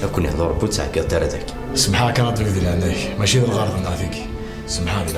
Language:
Kabyle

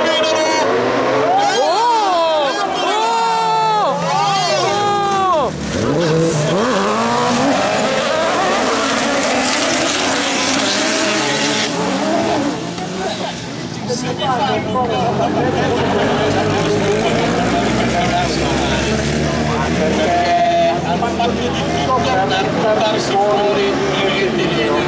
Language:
Italian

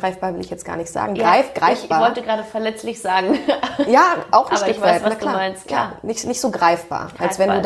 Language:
German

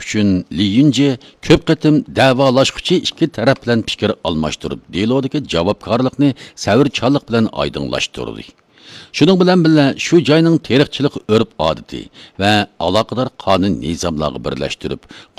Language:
Uyghur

